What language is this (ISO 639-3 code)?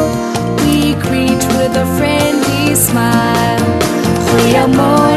sot